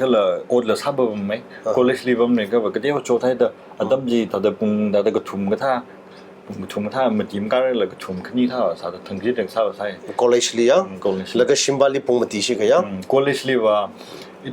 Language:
Tangkhul Naga (India)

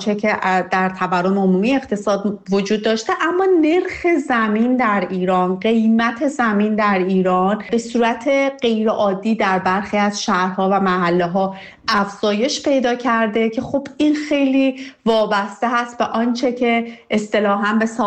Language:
Persian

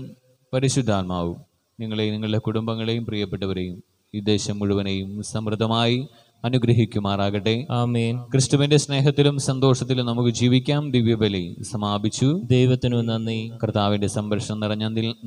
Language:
Malayalam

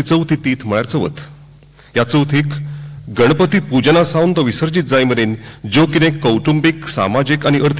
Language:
Konkani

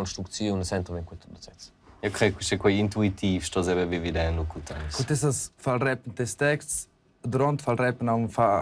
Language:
Romansh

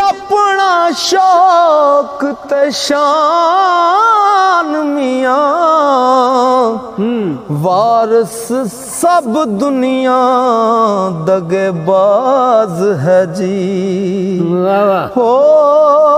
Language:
Punjabi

